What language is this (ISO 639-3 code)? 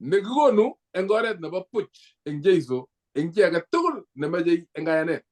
kln